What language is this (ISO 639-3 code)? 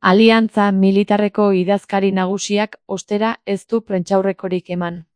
eus